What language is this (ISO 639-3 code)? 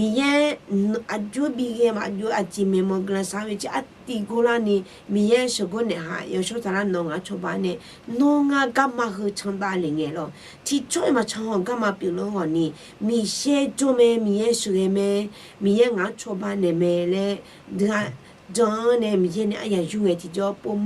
ahk